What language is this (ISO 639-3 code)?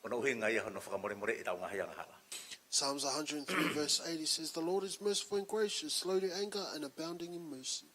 ton